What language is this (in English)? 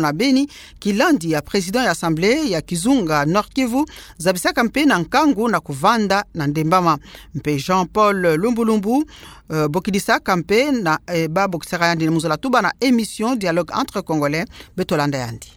Kituba (Democratic Republic of Congo)